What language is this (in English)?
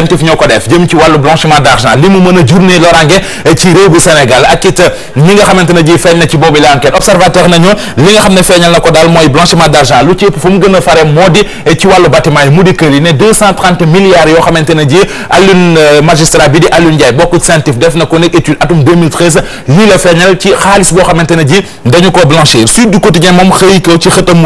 Wolof